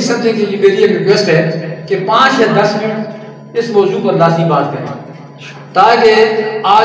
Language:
Urdu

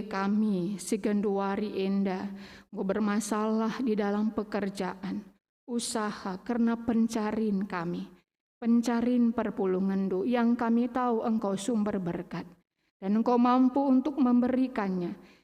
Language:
Batak Karo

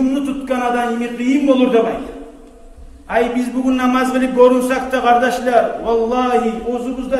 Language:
Kumyk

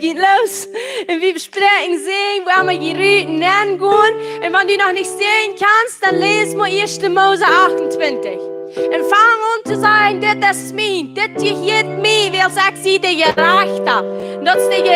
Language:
Plautdietsch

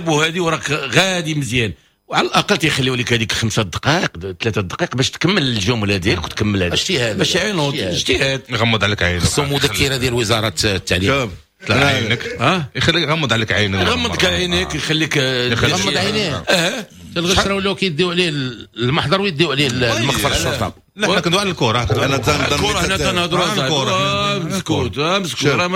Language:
Moroccan Arabic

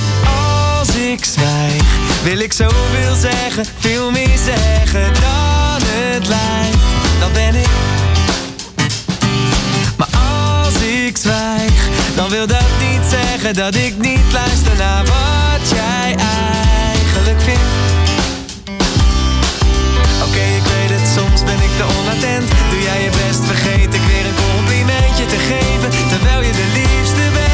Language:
Dutch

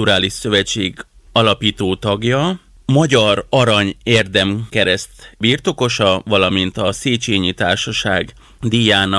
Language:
Hungarian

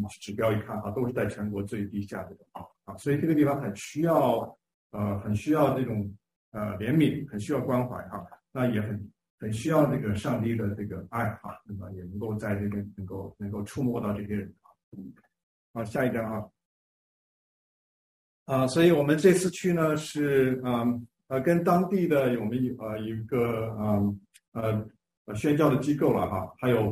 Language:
Chinese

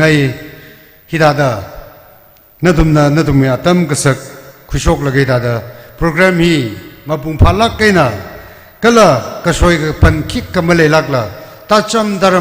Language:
Tangkhul Naga (India)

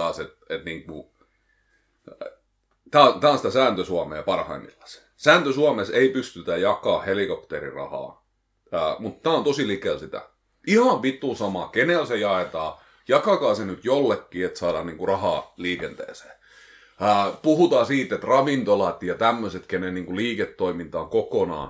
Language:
Finnish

